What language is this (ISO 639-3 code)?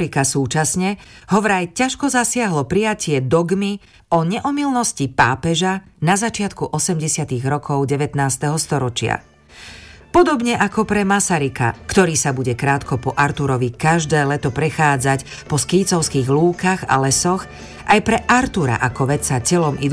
slk